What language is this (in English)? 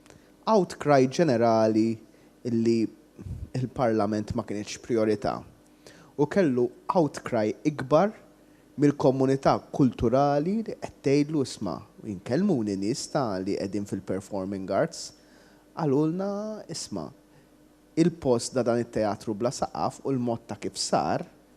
Maltese